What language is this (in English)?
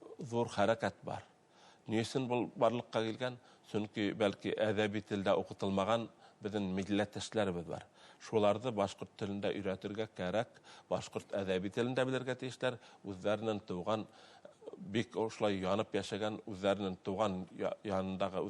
Bashkir